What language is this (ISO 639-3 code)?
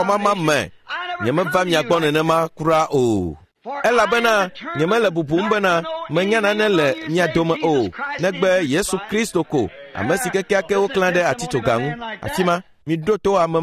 ewe